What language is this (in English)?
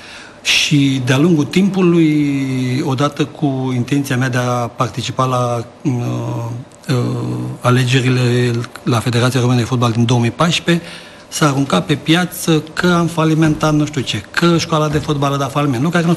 Romanian